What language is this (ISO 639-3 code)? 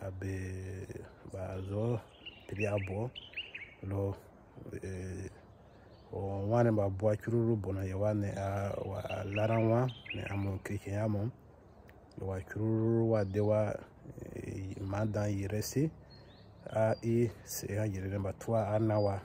bmq